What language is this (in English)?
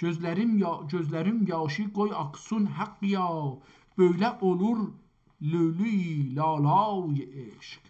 South Azerbaijani